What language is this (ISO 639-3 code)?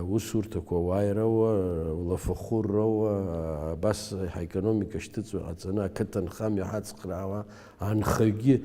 abk